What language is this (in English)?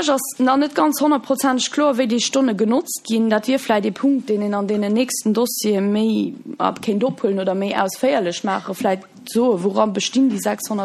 Luxembourgish